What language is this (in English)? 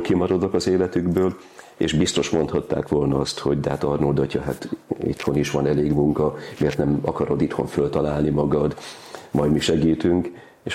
Hungarian